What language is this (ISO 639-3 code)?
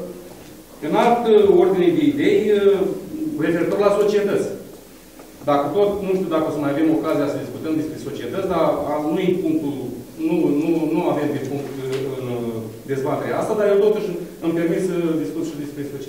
ron